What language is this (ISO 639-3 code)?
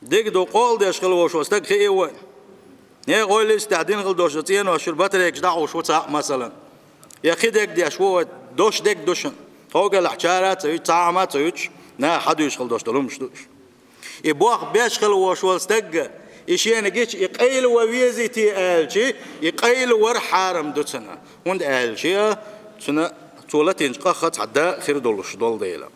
che